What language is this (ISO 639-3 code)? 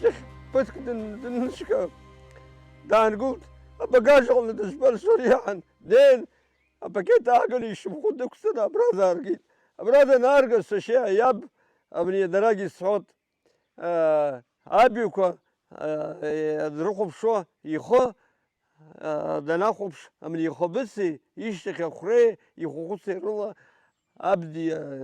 abk